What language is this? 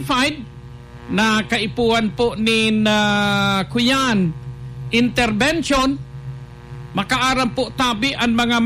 Bikol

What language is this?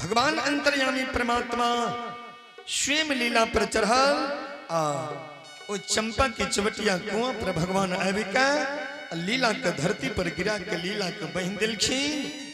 Angika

